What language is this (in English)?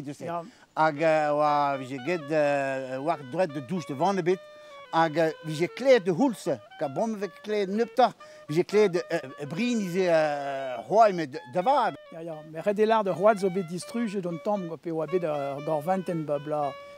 Breton